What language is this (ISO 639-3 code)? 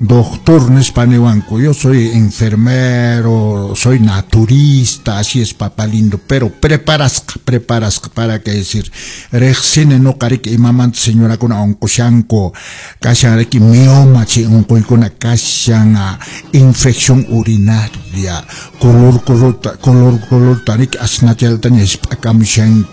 que